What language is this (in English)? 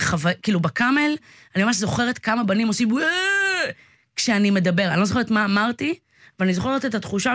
Hebrew